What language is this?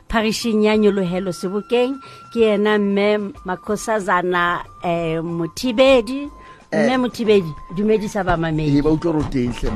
Southern Sotho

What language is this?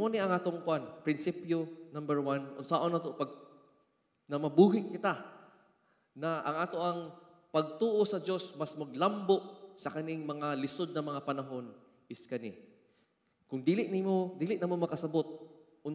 Cebuano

